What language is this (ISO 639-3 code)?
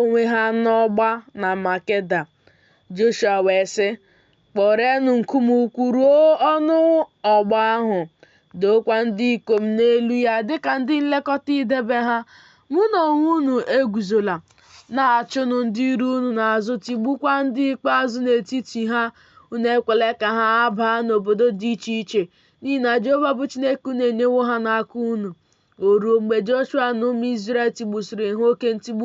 ibo